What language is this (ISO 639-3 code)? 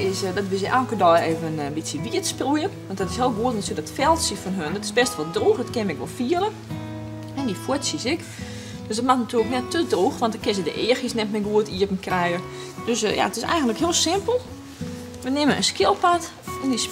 fry